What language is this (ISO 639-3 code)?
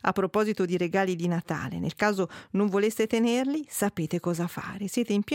ita